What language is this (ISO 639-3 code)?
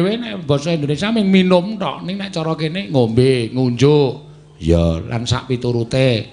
jav